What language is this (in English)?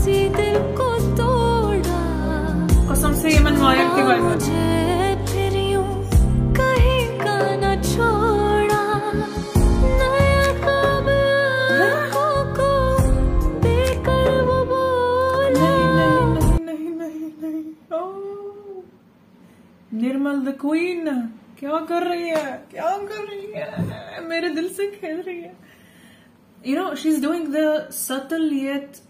Hindi